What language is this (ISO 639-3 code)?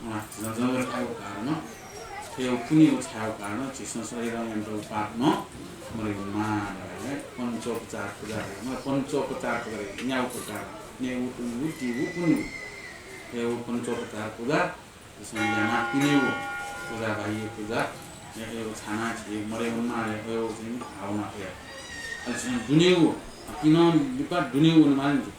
new